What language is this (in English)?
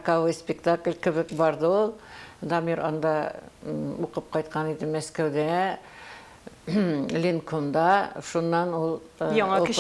Tatar